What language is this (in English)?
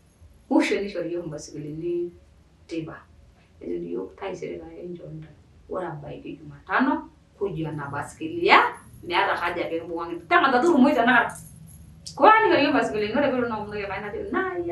Masai